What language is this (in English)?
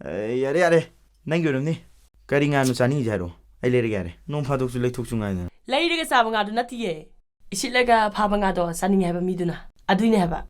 Manipuri